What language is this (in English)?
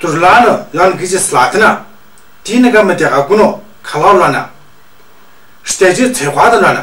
Tu